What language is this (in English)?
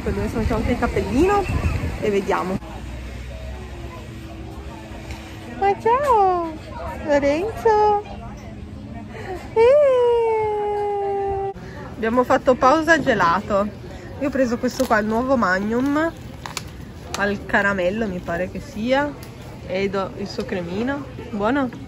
Italian